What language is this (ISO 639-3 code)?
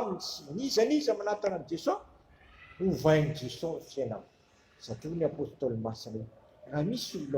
mlg